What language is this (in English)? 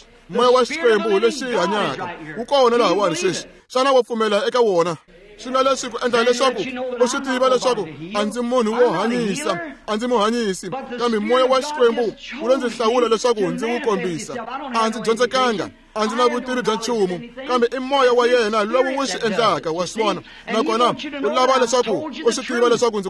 Tsonga